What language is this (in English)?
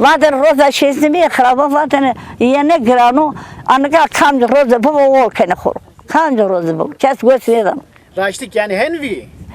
Zaza